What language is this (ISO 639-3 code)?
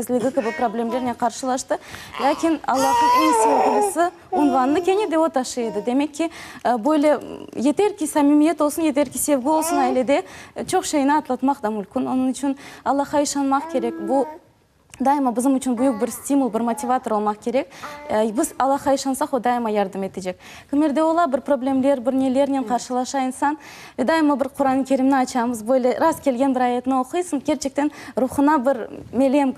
crh